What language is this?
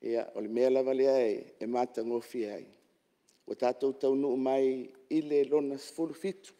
Samoan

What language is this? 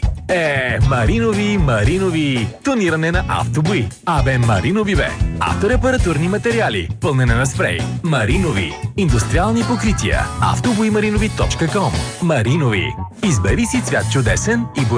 Bulgarian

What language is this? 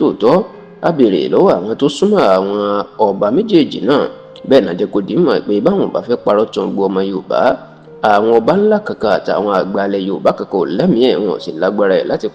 Yoruba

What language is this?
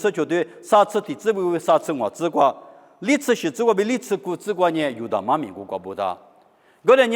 Lisu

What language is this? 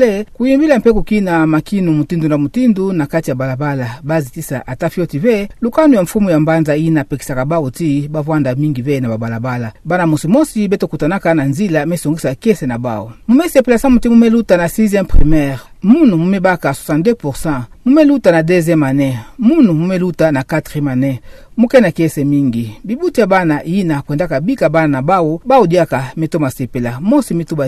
Kituba (Democratic Republic of Congo)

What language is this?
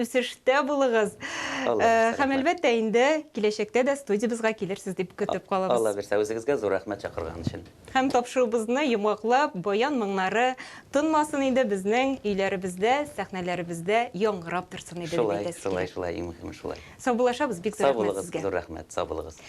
Tatar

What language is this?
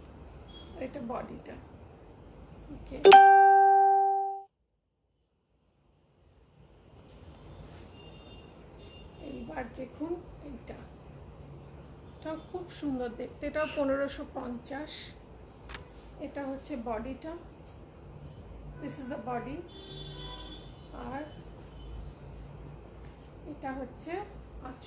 Bangla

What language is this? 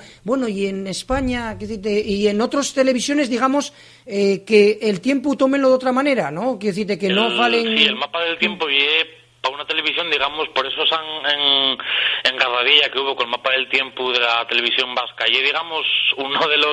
Asturian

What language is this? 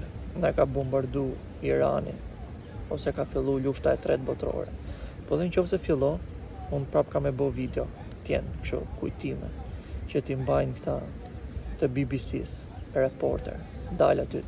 Albanian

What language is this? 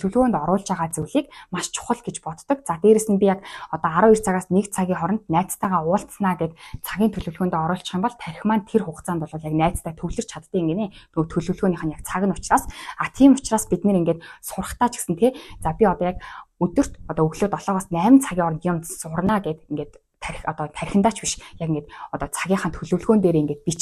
Mongolian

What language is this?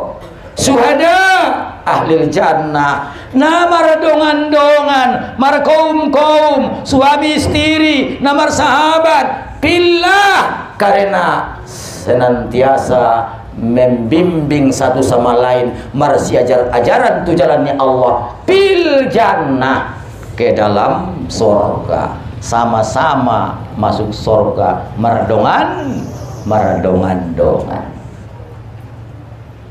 Batak Mandailing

